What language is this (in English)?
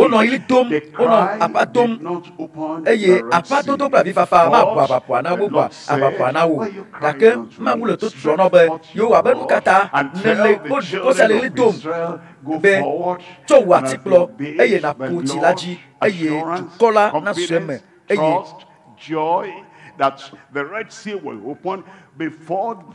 Ewe